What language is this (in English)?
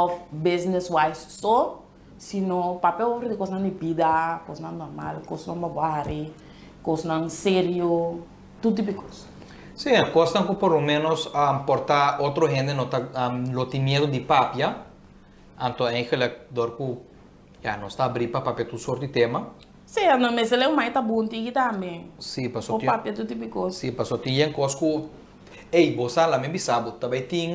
Papiamento